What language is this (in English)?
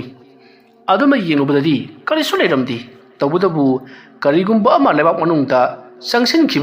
Manipuri